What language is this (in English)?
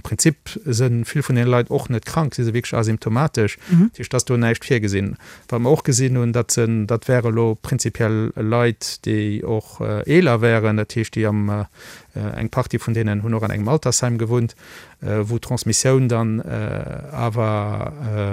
Luxembourgish